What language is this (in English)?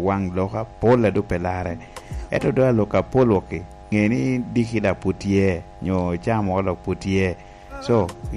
Lango (Uganda)